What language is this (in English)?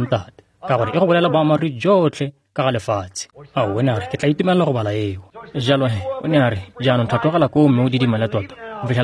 Tswana